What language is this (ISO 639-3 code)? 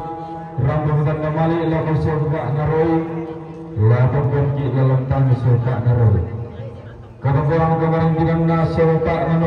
sda